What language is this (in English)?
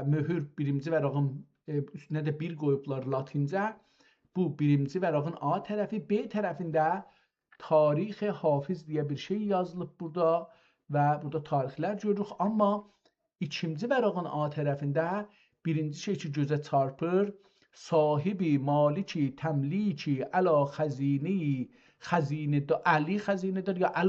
South Azerbaijani